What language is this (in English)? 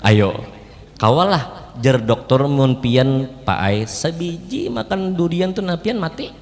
Banjar